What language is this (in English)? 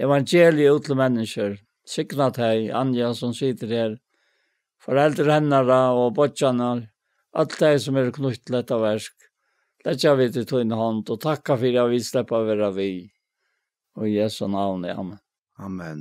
Faroese